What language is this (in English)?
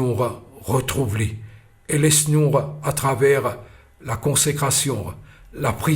Morisyen